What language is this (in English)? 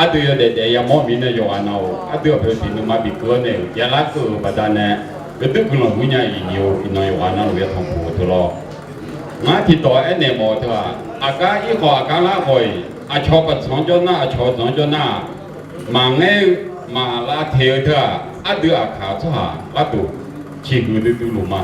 Akha